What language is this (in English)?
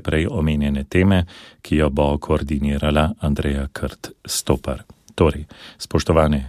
Slovenian